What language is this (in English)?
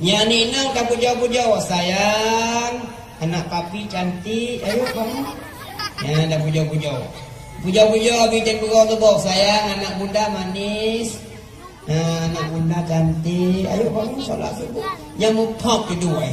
Achinese